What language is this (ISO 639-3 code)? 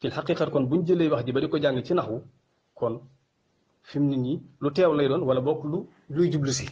wol